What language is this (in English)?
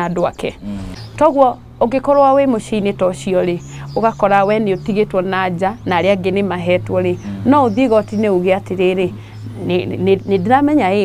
Kikuyu